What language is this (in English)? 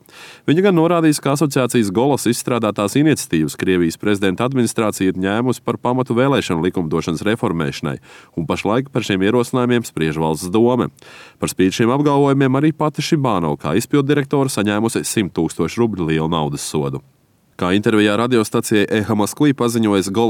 Latvian